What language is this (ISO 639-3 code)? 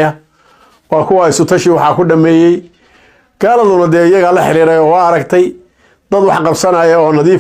som